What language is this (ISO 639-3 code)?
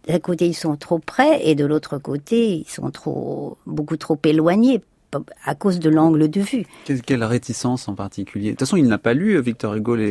fra